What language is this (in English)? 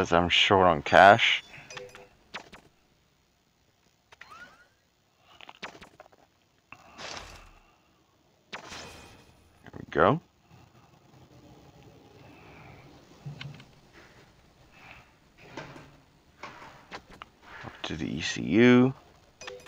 English